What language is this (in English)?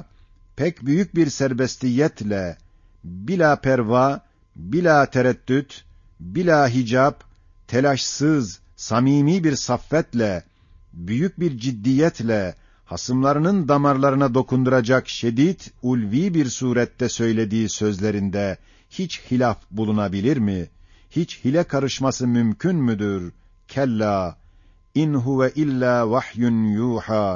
Ottoman Turkish